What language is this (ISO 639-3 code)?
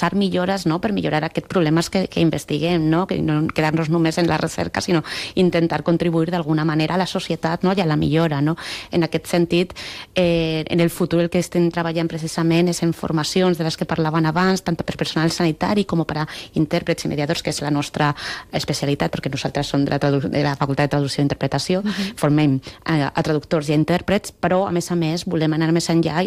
cat